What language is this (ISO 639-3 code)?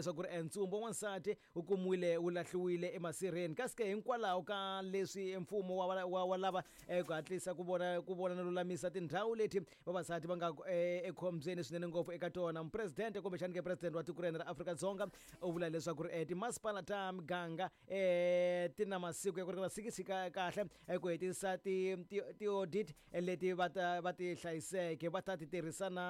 tso